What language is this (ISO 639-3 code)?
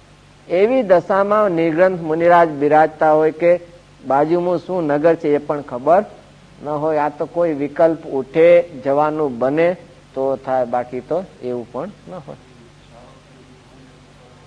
guj